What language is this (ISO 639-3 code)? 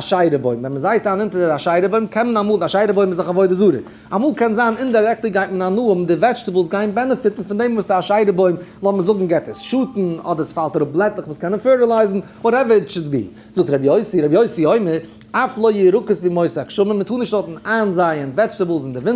yid